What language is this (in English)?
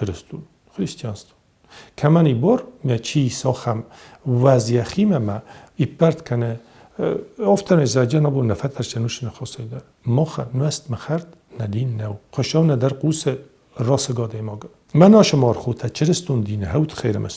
Ossetic